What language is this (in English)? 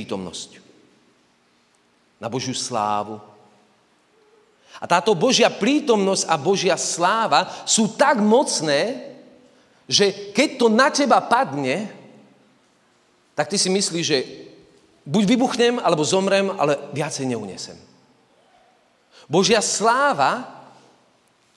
Slovak